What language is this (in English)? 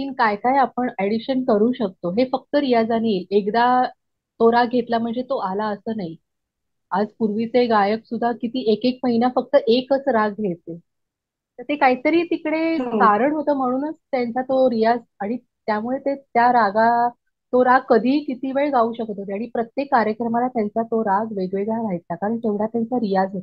Marathi